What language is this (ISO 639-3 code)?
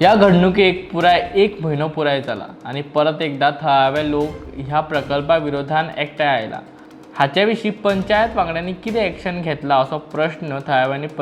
kok